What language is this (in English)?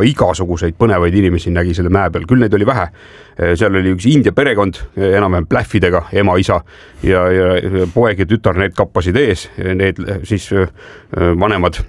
Estonian